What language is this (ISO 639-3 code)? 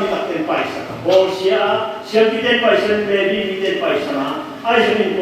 ctd